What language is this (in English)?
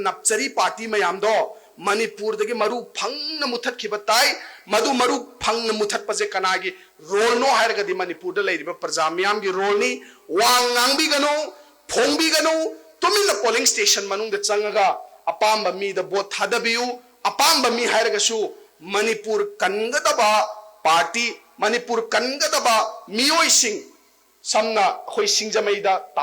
Manipuri